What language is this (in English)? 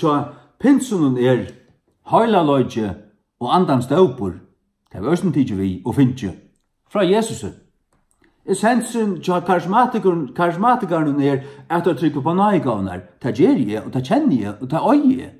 Faroese